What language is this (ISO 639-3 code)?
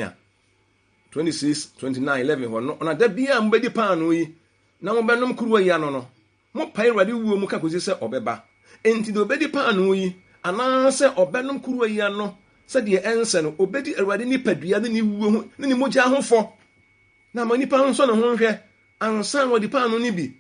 aka